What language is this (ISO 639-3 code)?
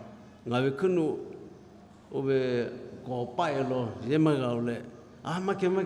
lhu